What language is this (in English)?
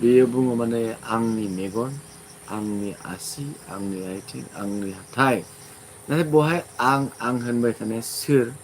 Bodo